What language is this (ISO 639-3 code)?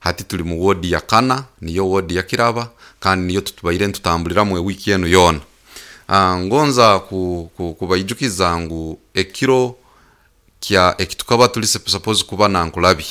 nyo